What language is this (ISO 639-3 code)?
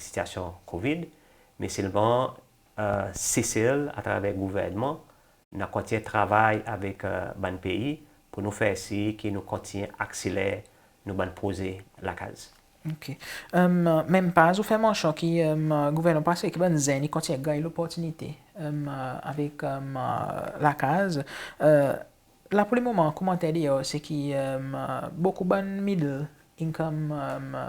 crs